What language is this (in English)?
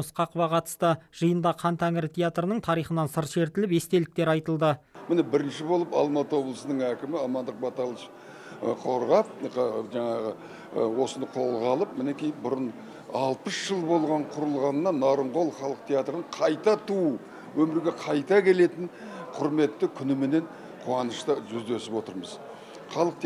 Kazakh